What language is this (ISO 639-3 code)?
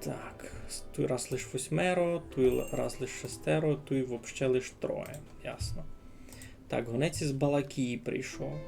rue